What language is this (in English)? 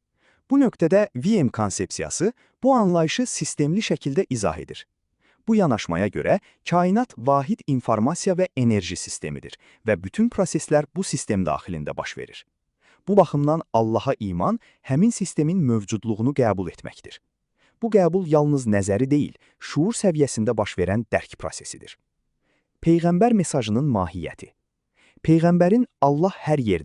Azerbaijani